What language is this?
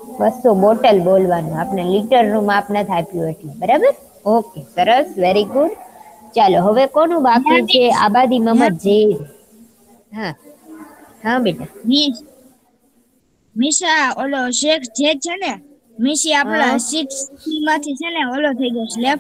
Gujarati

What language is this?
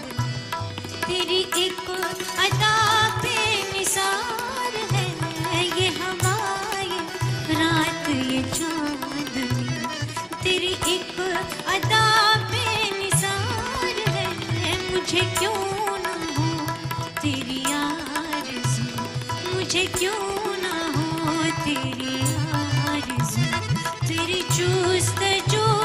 Hindi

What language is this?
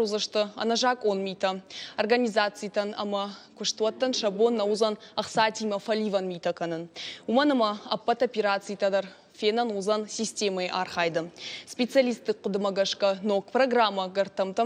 Ossetic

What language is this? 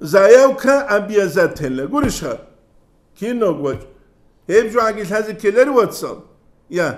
Avaric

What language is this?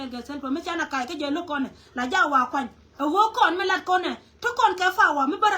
Nuer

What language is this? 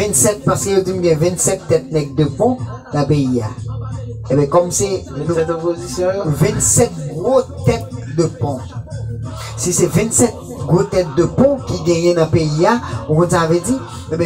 Haitian Creole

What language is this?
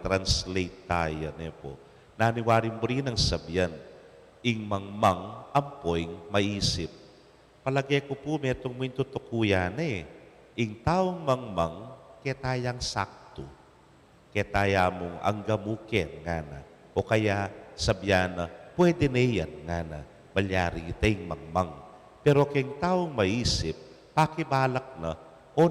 Pampanga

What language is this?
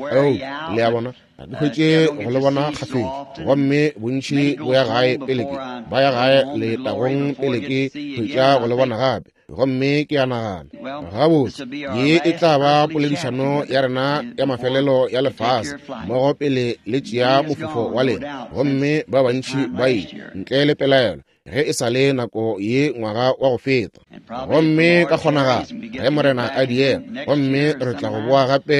Northern Sotho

